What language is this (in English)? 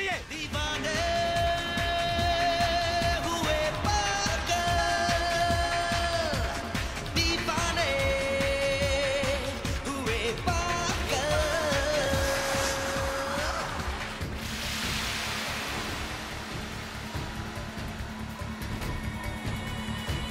Hindi